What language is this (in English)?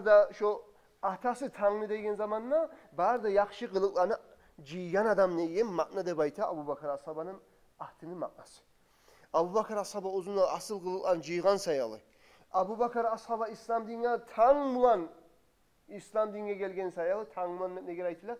Kumyk